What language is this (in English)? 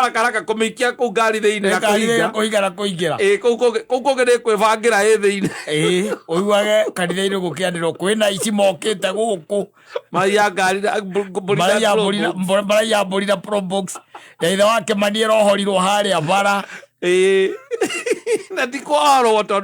Kikuyu